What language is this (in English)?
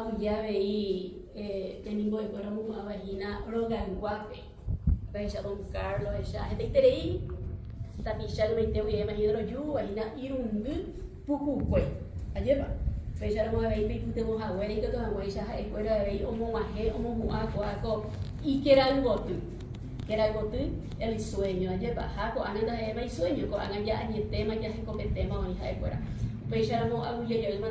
Guarani